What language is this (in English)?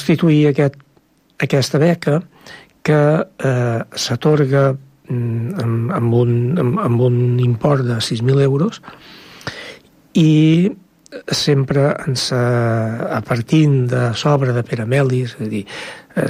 Catalan